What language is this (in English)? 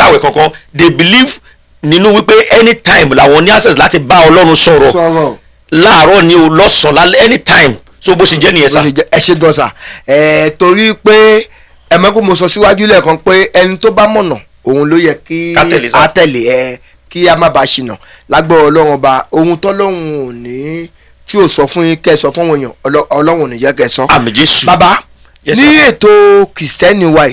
Yoruba